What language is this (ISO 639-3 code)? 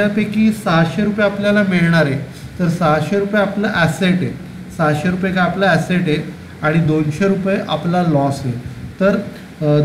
mar